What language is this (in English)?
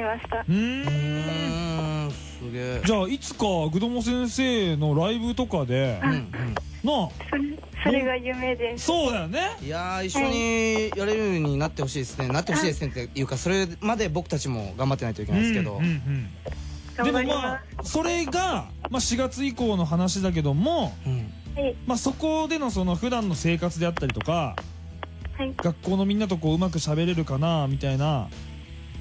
Japanese